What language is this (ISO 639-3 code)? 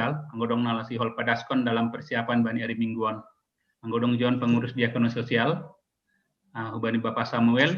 bts